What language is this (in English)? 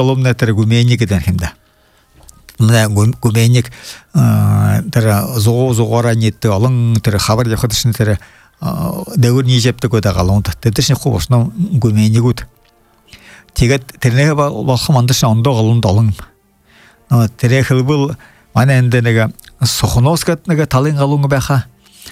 Buriat